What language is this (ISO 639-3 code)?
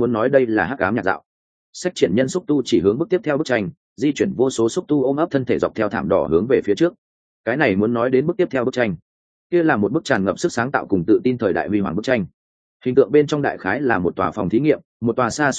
vie